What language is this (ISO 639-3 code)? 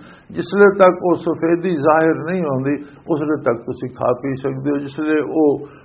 lah